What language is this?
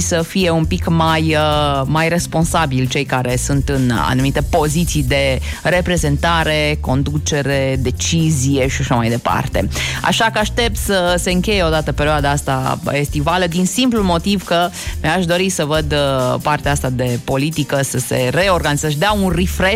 Romanian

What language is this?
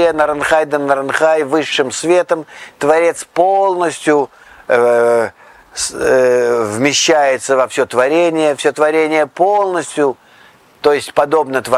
Russian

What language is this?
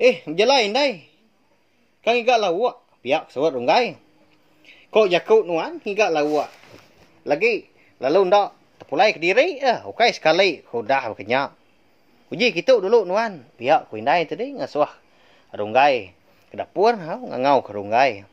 Iban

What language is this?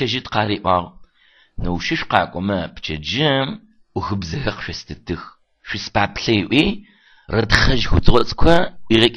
Adyghe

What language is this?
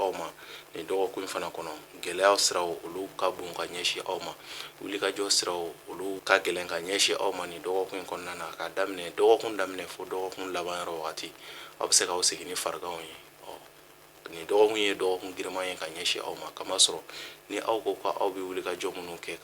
Bambara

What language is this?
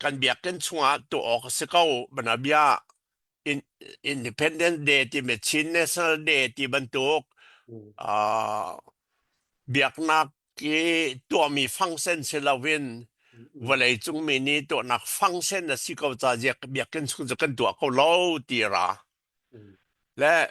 Hakha Chin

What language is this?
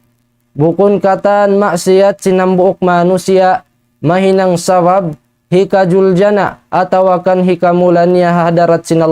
Tausug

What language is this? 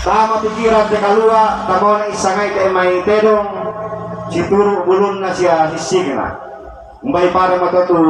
Toraja-Sa'dan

